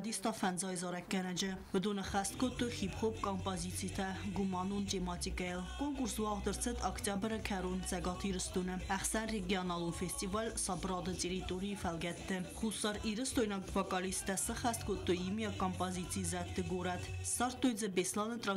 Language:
Ossetic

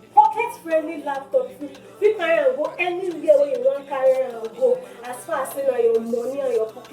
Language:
Nigerian Pidgin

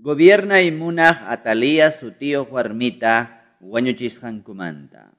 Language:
Quechua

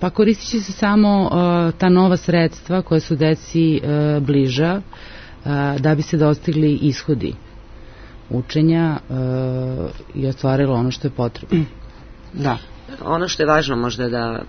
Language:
Serbian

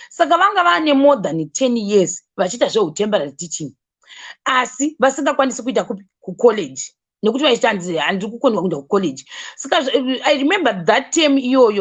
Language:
Shona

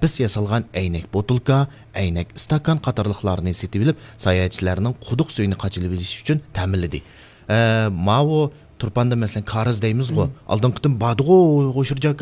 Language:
Uyghur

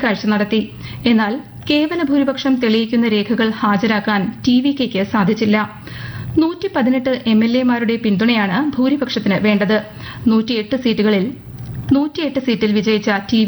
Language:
Malayalam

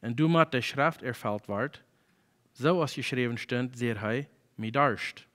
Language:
Plautdietsch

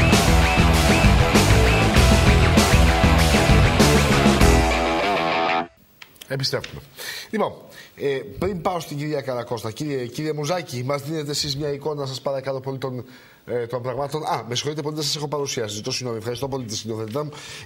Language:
Greek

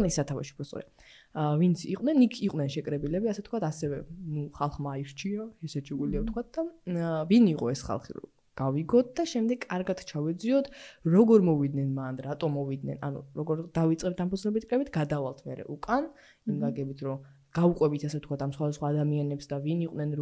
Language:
Georgian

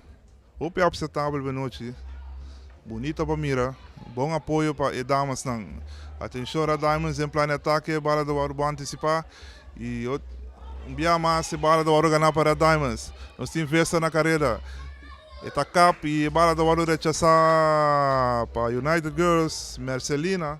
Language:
Papiamento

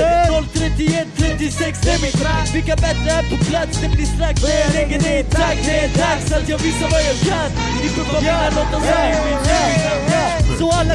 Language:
Swedish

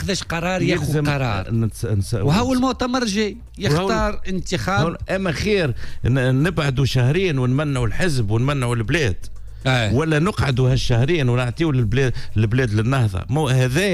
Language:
Tunisian Arabic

